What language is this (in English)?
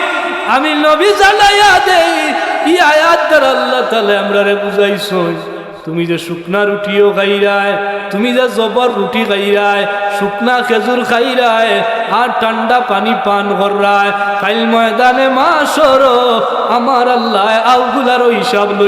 Sylheti